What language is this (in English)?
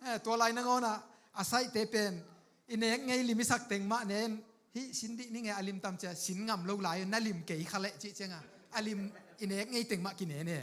Tedim Chin